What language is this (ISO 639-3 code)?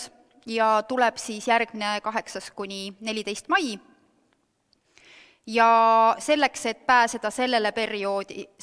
est